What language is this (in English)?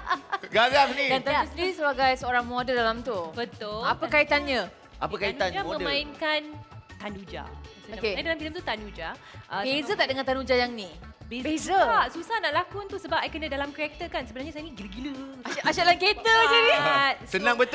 Malay